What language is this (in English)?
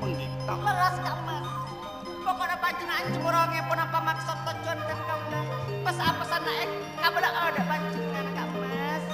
Madurese